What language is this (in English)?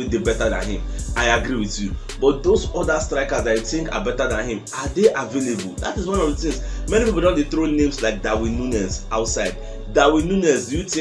Nigerian Pidgin